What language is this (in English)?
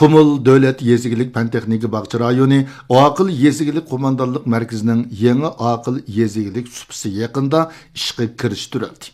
Uyghur